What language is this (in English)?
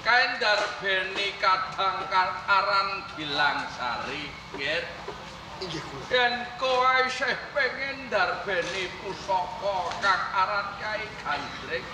Javanese